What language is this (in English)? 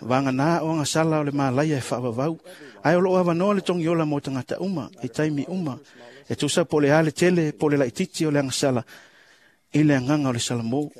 Samoan